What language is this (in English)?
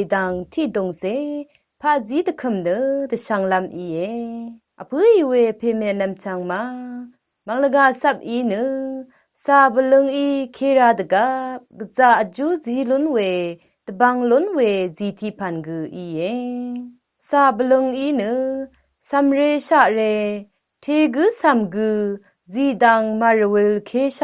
Rawang